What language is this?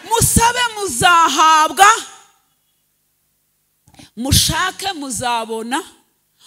Kinyarwanda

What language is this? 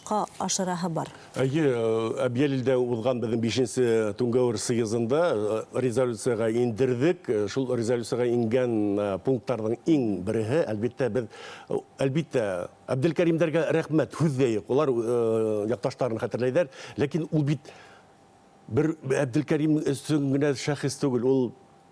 Bashkir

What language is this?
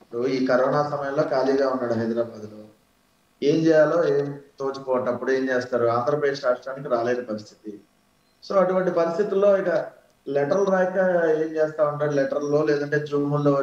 Telugu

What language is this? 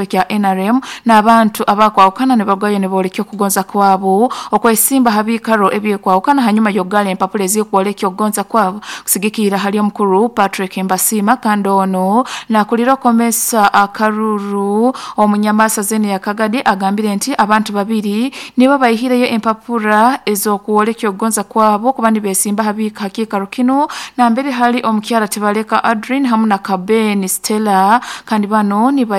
Nyoro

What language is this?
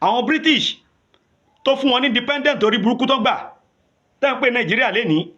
Yoruba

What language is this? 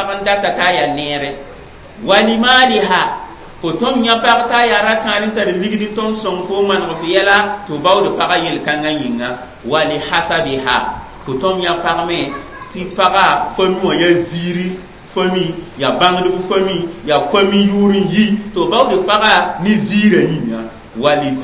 Mossi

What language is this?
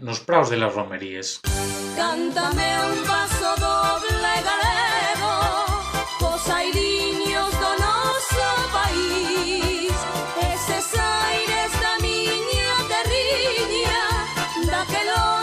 Asturian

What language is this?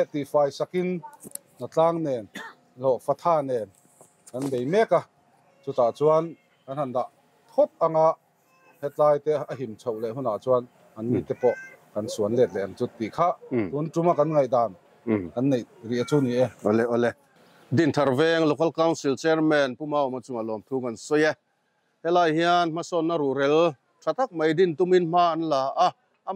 Mizo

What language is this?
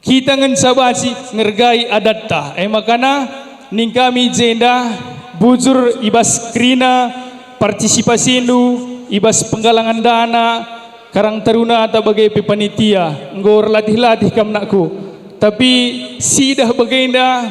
Batak Karo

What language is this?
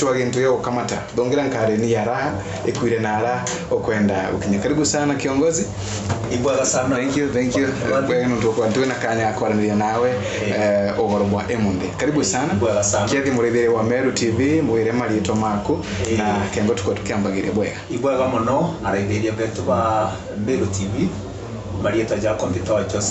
Meru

